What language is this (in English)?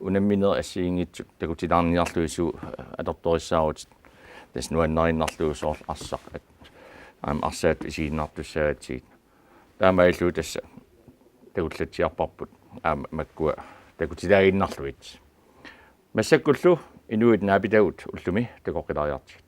Kalaallisut